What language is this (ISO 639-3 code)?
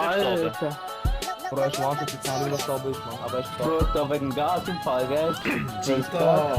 gsw